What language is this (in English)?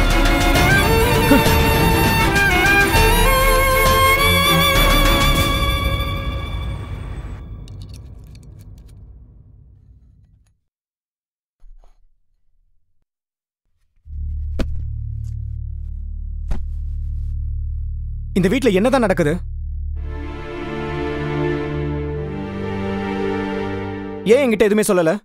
Tamil